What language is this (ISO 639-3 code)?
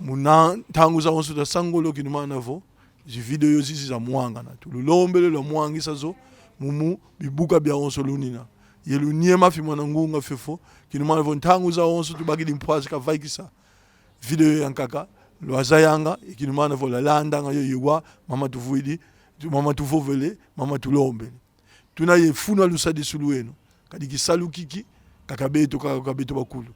kon